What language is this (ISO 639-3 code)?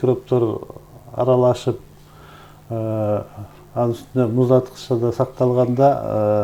kir